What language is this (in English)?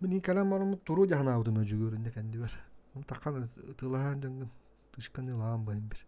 Yakut